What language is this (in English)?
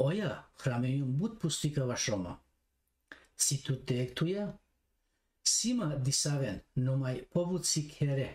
Balkan Romani